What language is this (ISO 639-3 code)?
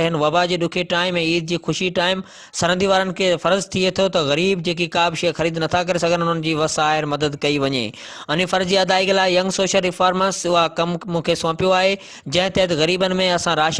snd